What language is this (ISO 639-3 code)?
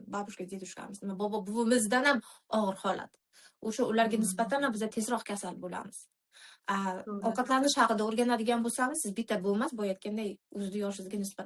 uzb